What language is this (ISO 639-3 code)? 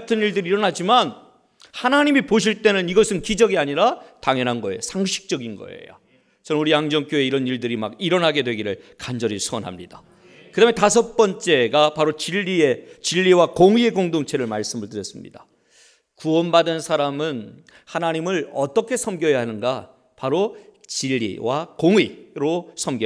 kor